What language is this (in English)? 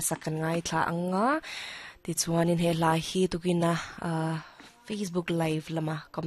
Mizo